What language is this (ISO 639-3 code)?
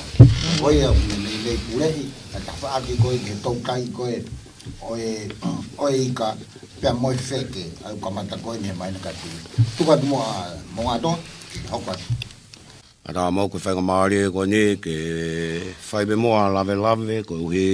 ton